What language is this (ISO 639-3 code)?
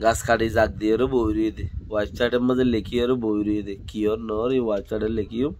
rhg